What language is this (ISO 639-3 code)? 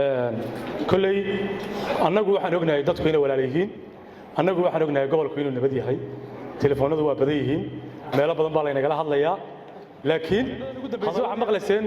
som